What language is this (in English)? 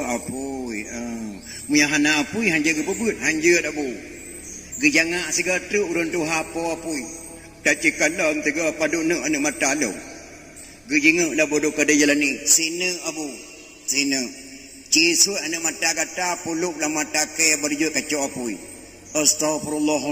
Achinese